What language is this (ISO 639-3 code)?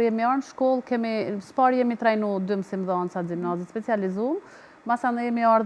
sqi